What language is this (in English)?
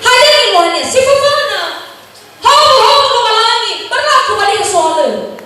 Nias